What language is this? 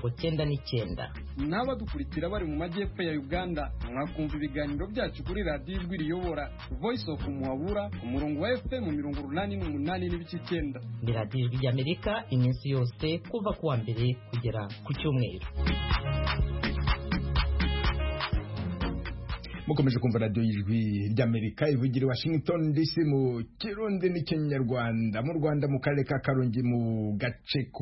Kinyarwanda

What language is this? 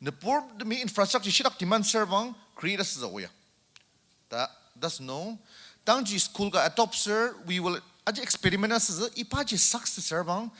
Ao Naga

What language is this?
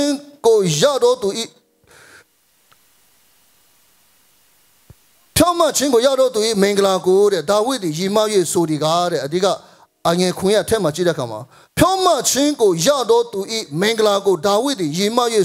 Burmese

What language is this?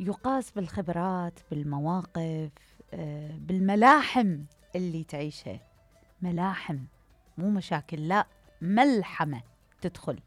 Mesopotamian Arabic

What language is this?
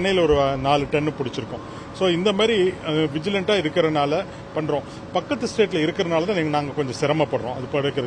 Tamil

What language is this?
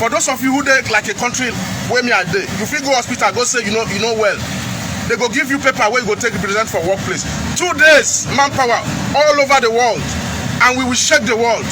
Nigerian Pidgin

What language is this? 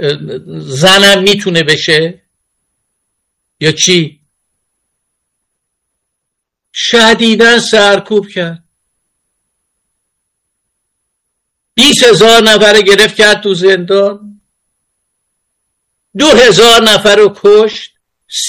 Persian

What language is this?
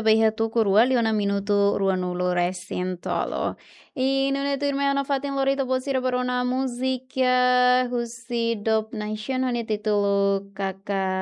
Tetum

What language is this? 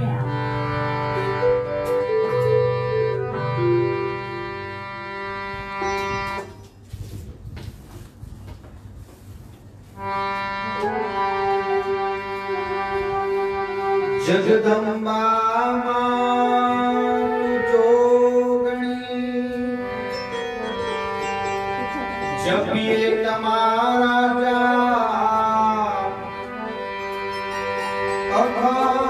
Gujarati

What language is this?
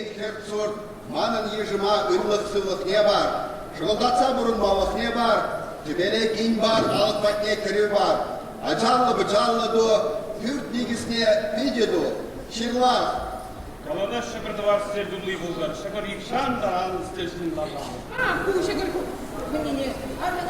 Chuvash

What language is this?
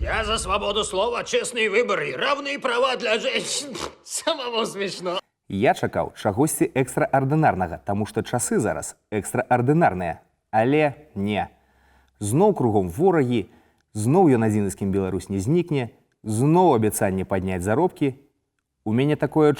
Belarusian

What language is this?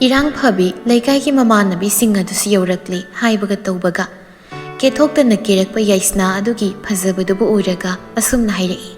Manipuri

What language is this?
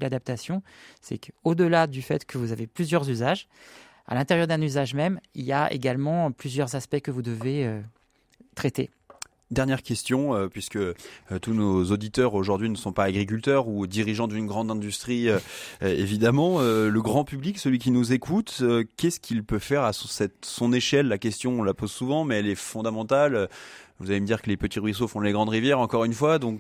French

